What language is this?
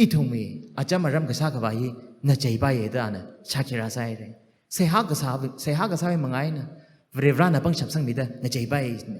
Tangkhul Naga (India)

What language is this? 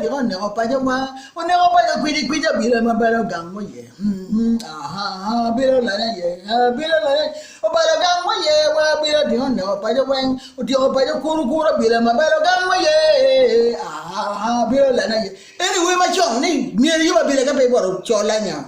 Acoli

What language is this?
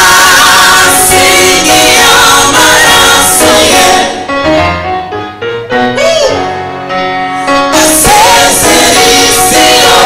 Kinyarwanda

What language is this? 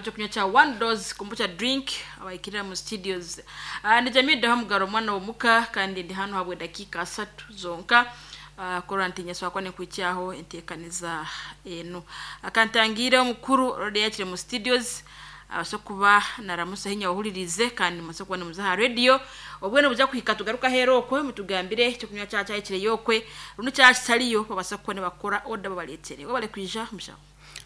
Nyankole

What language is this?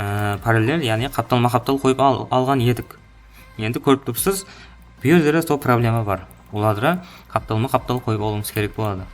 Kara-Kalpak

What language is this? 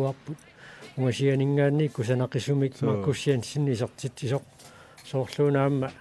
Kalaallisut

